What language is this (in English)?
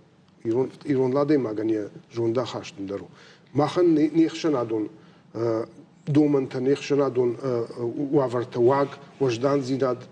Ossetic